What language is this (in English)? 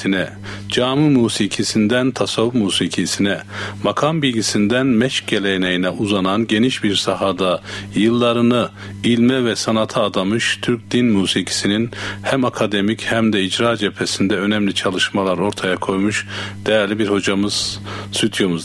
Turkish